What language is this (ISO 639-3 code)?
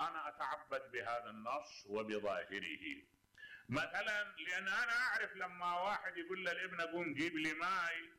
acm